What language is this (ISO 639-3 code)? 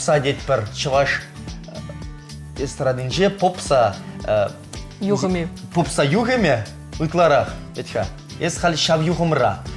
chv